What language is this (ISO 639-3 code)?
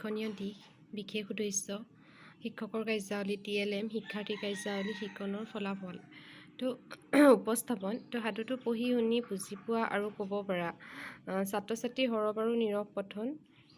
asm